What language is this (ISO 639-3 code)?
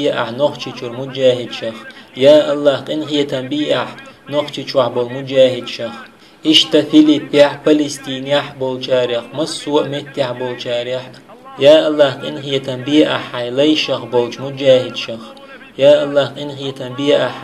che